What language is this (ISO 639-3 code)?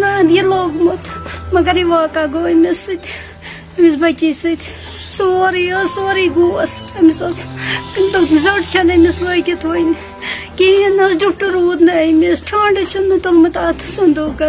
kas